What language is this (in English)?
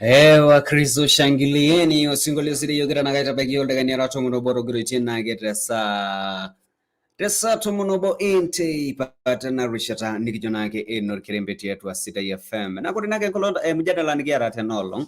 Masai